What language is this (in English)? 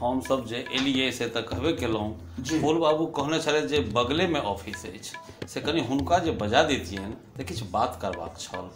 Maithili